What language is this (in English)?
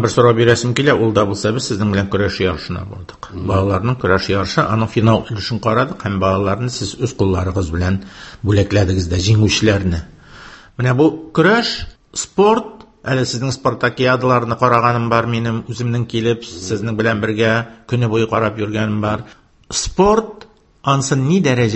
Tatar